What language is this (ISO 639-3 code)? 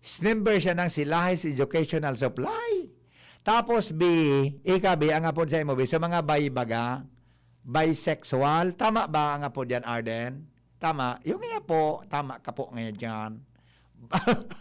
bik